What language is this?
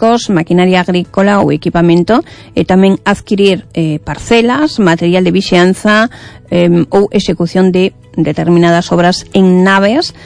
Galician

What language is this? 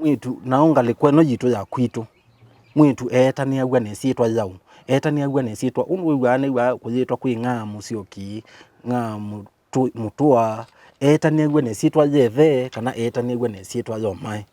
Kamba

